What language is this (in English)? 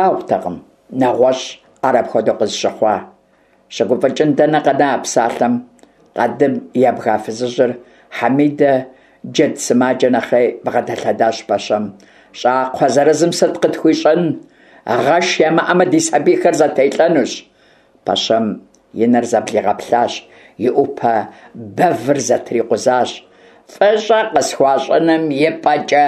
Kabardian